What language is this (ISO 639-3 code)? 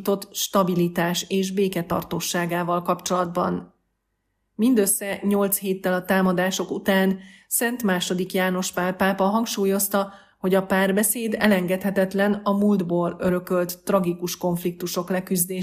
hun